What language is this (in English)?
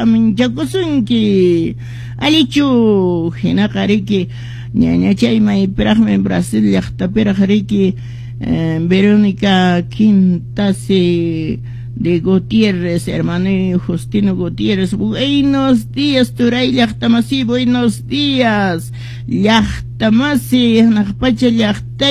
Quechua